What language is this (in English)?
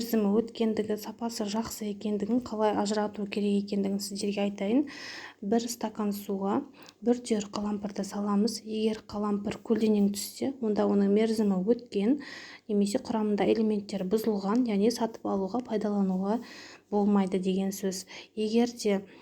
Kazakh